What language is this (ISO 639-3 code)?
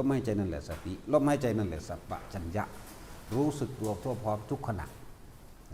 tts